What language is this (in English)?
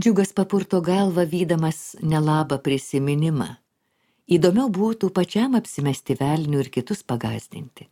Lithuanian